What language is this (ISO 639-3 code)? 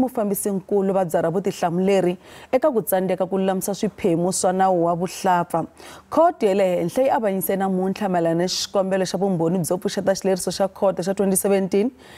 tso